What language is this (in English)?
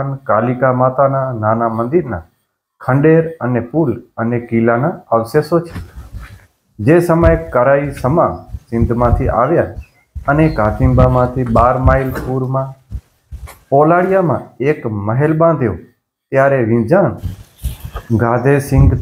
Gujarati